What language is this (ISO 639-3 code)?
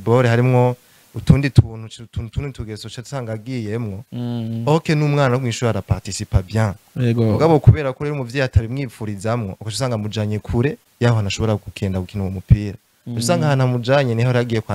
run